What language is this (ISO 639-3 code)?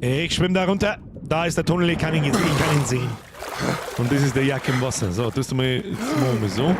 bar